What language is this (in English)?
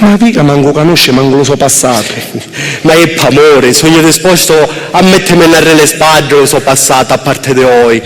Sicilian